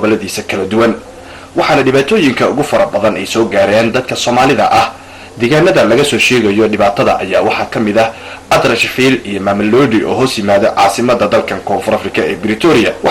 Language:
Somali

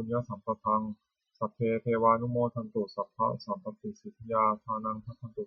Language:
Pali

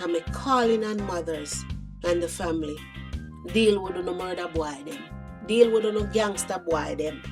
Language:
Jamaican Creole English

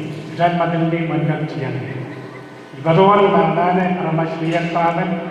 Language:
Pohnpeian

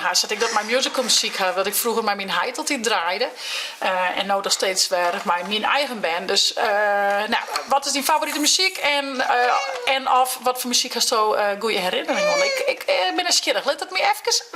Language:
Western Frisian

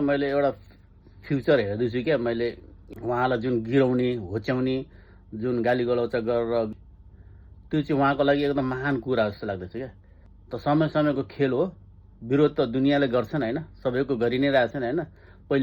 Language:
Nepali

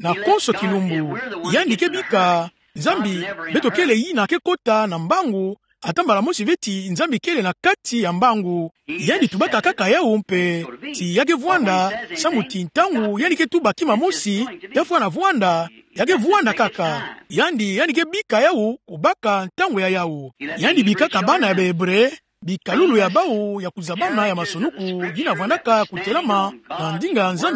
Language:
Kituba (Democratic Republic of Congo)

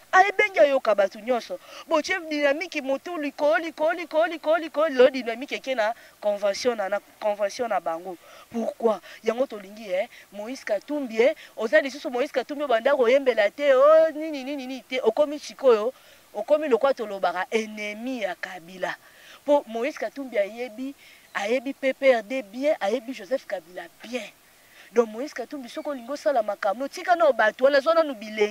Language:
Lingala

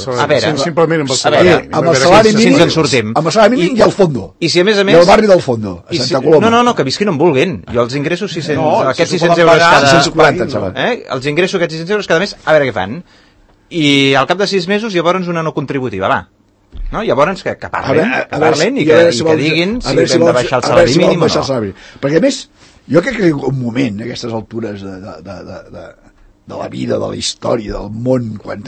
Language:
Catalan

